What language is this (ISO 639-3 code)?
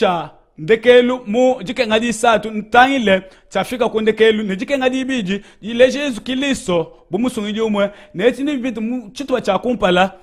lua